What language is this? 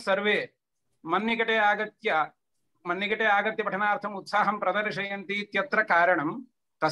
Sanskrit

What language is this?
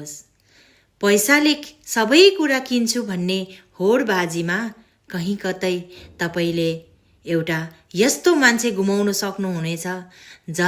Nepali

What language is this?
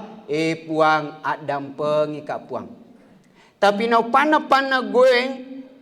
Buginese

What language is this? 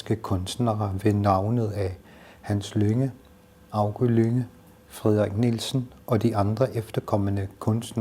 Kalaallisut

